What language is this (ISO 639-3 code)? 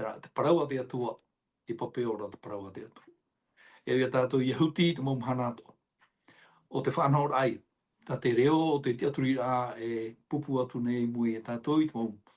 tah